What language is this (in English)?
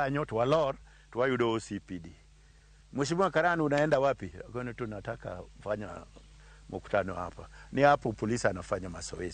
Luo (Kenya and Tanzania)